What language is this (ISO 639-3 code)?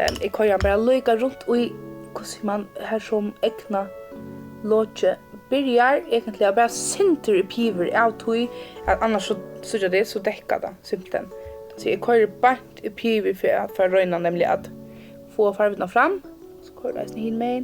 fao